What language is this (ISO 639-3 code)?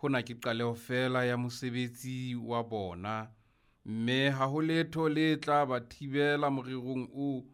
sot